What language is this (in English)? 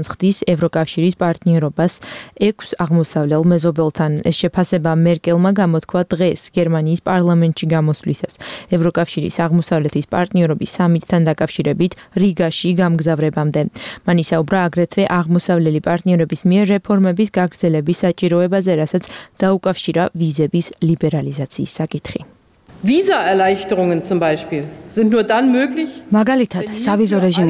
Georgian